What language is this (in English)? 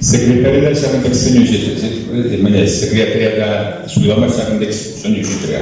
Chuvash